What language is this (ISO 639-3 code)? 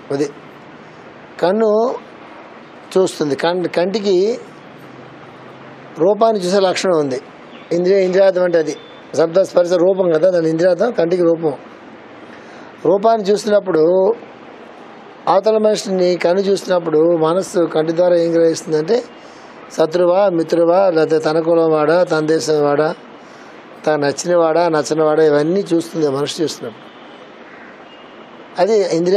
tel